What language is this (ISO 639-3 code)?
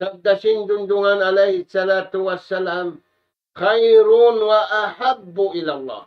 tsg